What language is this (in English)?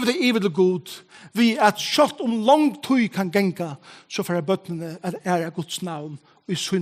Faroese